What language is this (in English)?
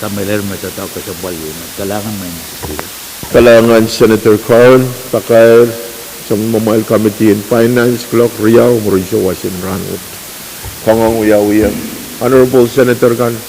Pohnpeian